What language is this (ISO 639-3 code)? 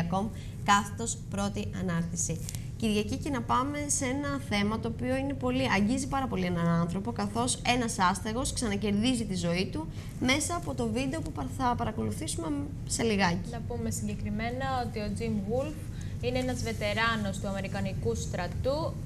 ell